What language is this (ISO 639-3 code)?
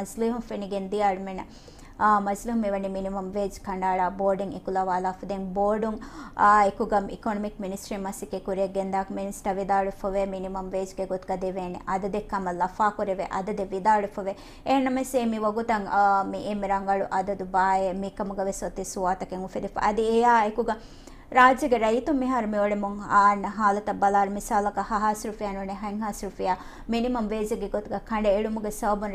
div